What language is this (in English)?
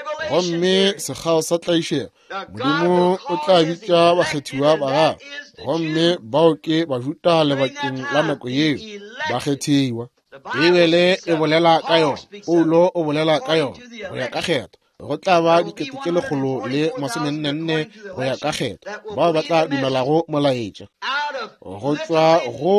Northern Sotho